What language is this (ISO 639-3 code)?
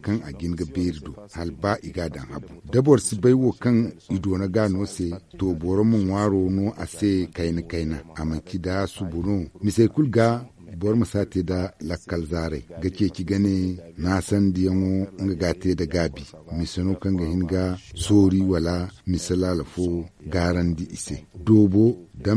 dje